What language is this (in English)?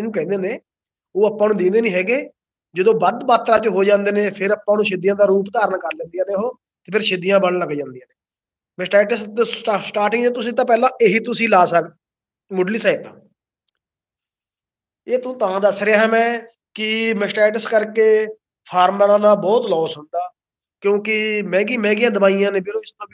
Punjabi